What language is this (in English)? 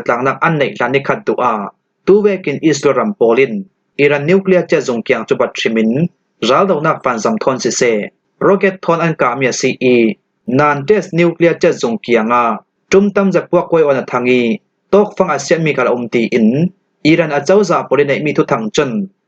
Falam Chin